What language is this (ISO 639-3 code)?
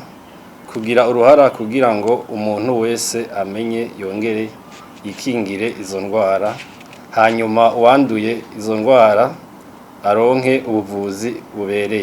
run